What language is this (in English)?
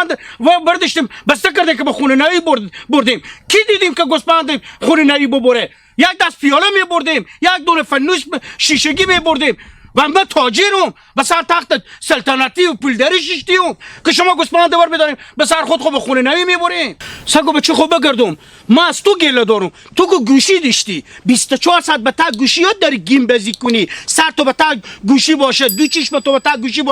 Hazaragi